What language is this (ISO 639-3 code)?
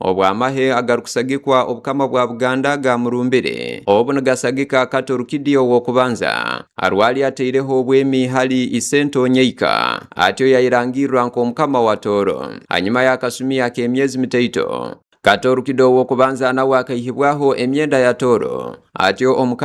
ttj